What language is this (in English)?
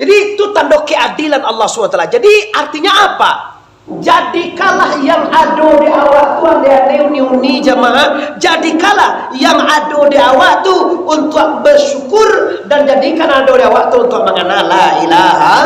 Minangkabau